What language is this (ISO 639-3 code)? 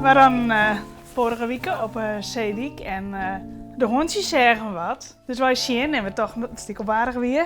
fry